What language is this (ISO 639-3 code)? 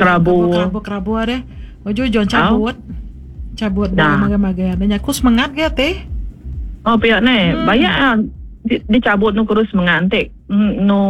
iba